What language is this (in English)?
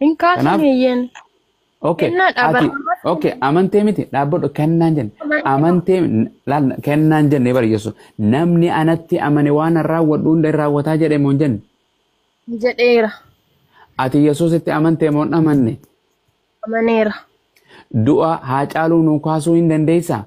Oromo